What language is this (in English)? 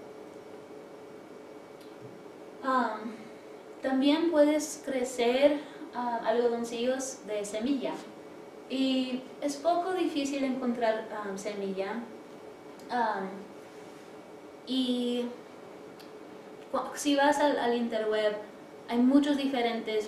Spanish